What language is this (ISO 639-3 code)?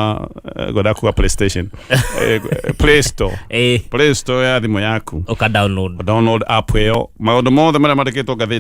kik